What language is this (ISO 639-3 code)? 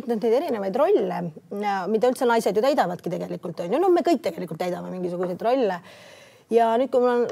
est